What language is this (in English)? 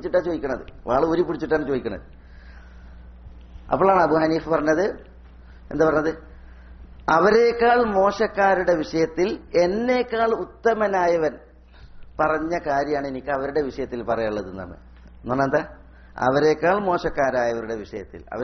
Malayalam